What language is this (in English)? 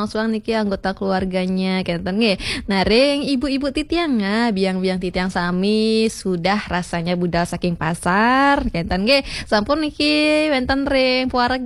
Balinese